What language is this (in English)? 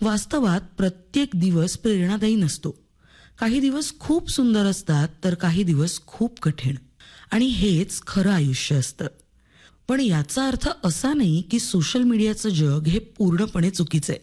Marathi